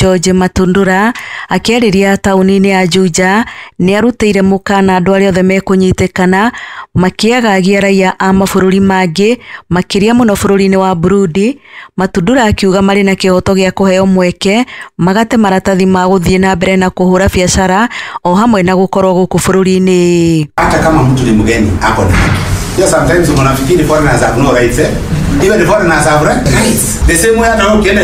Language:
Kikuyu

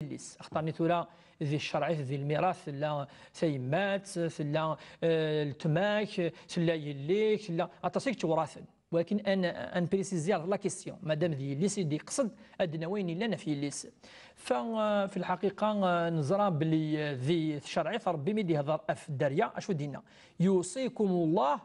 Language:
Kabyle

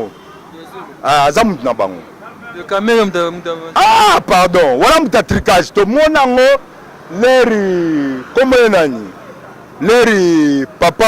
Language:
Lingala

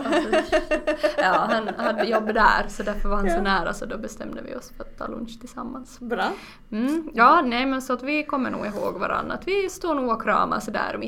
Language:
Swedish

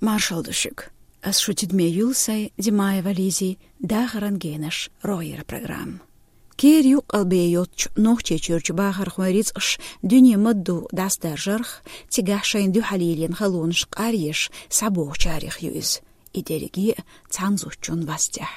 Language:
Chechen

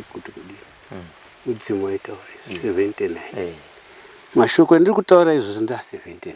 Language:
Shona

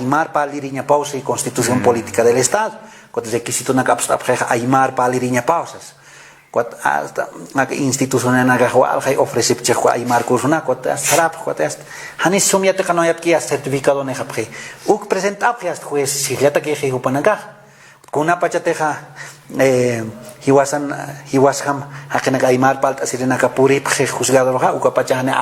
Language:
Aymara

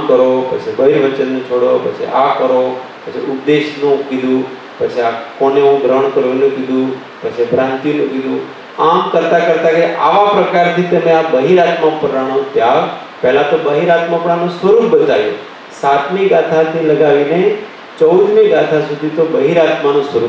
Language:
Gujarati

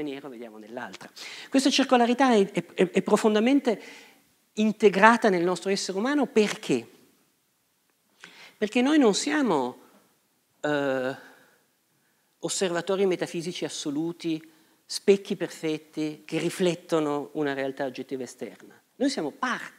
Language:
Italian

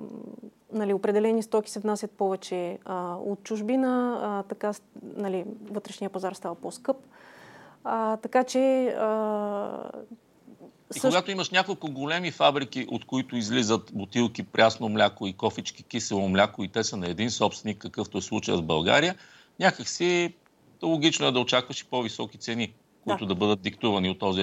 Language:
Bulgarian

